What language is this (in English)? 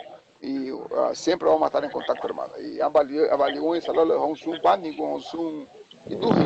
Garifuna